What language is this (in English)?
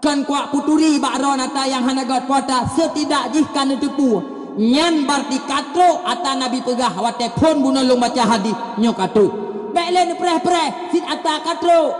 Achinese